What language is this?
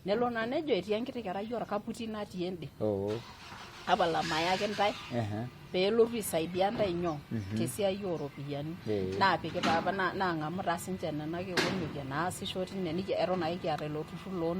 Masai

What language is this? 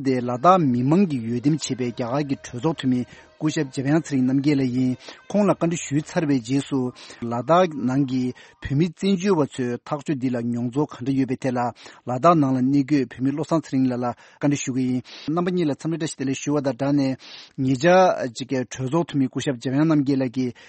Tibetan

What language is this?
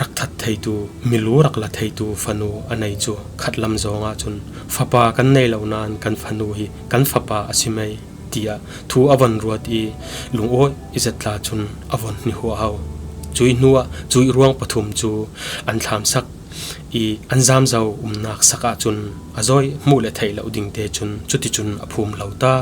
Falam Chin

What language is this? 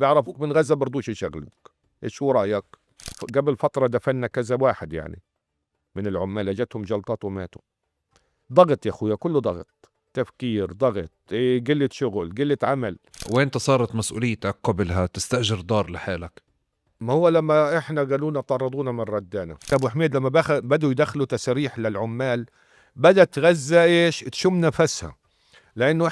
North Levantine Arabic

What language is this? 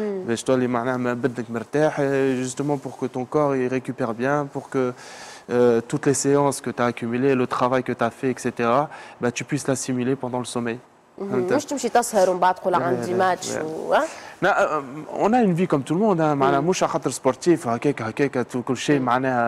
Tunisian Arabic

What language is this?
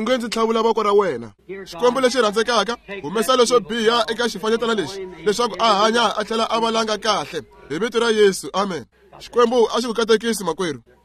Tsonga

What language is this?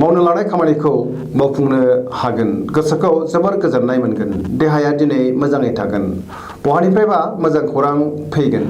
Bodo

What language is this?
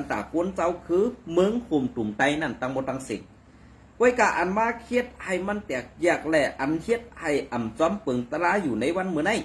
Shan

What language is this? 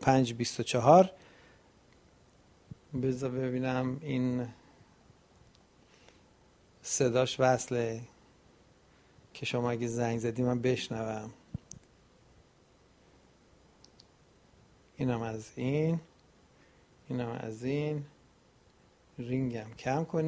Persian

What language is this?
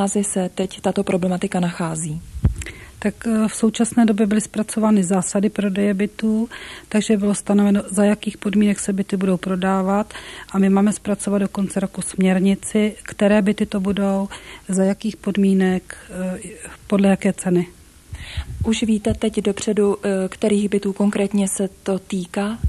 Czech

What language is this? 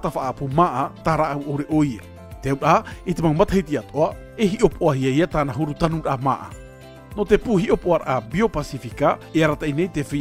Tahitian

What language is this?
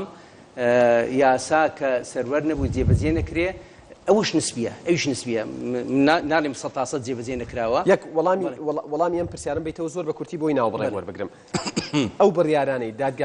Central Kurdish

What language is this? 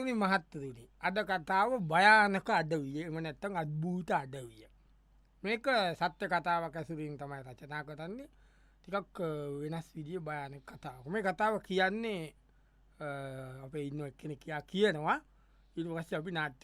Sinhala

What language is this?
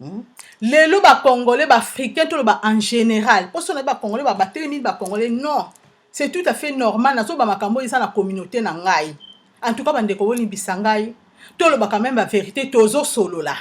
Lingala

